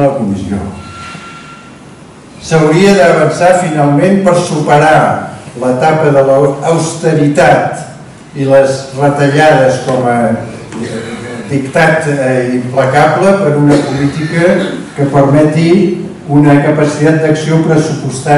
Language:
Catalan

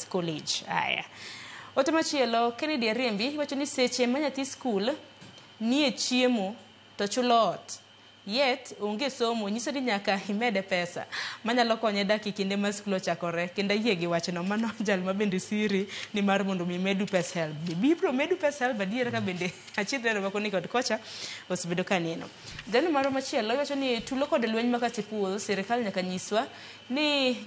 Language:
Luo (Kenya and Tanzania)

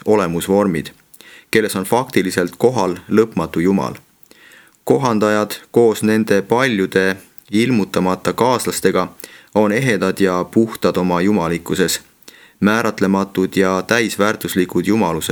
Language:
Estonian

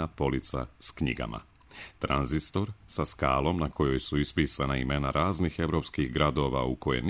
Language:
Serbian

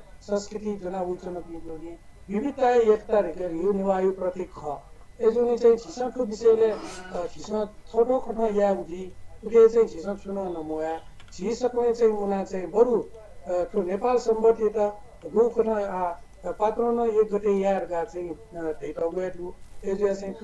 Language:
Newari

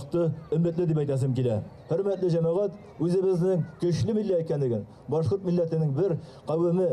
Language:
Bashkir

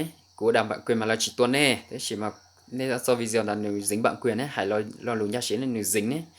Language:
Hmong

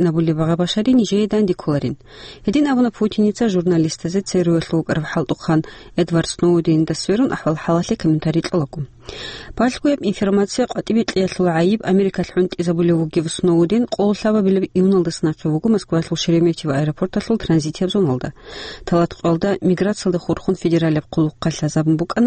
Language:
Avaric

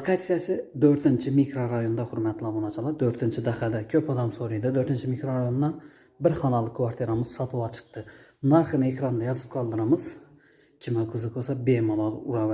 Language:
Uzbek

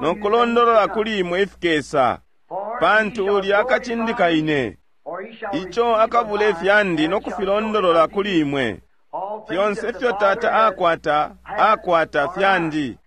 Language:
Bemba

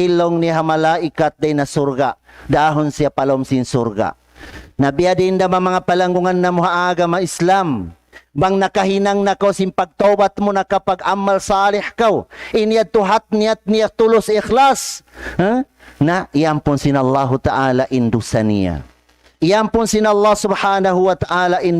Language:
Tausug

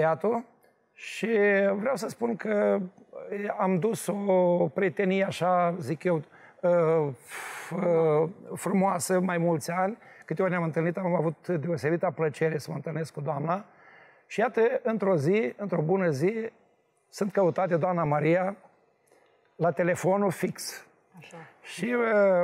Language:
Romanian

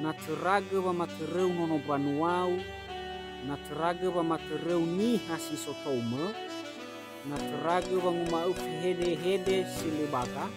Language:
Nias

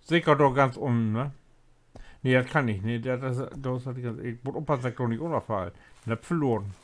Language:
Low German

